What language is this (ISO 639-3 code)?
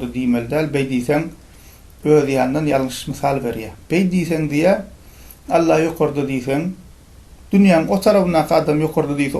tuk